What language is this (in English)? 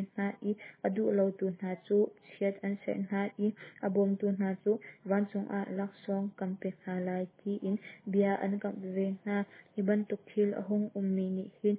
Hakha Chin